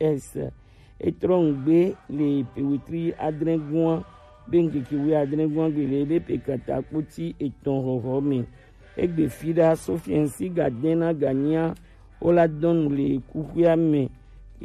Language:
Gen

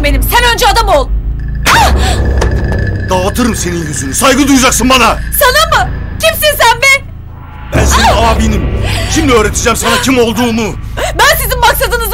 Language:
Turkish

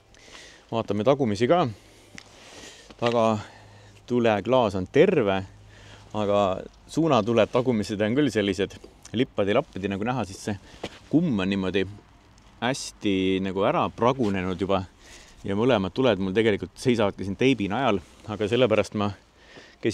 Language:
Estonian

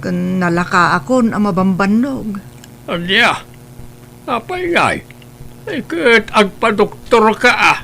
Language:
Iloko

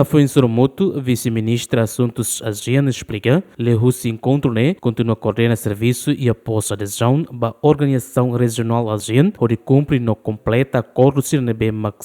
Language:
Tetum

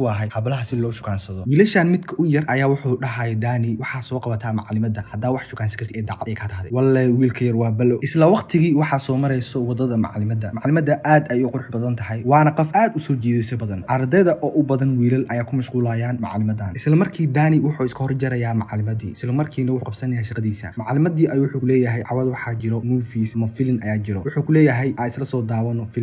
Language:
Somali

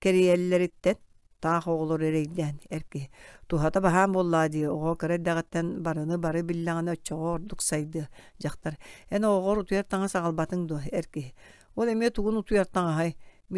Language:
Yakut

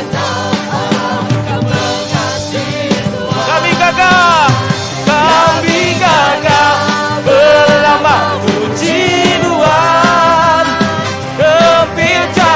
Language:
Iban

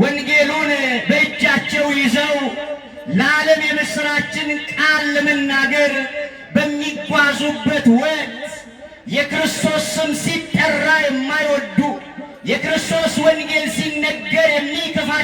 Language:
Amharic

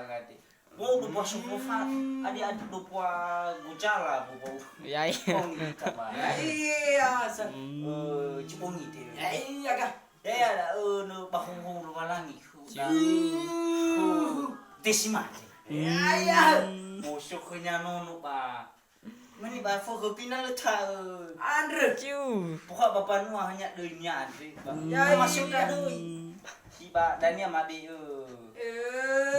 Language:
Nias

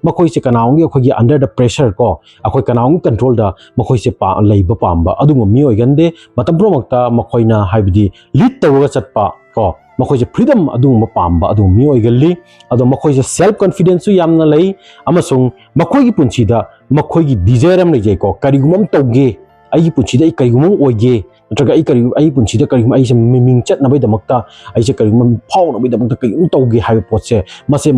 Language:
Manipuri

